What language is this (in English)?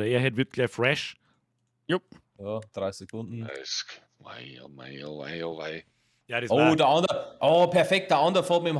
Bavarian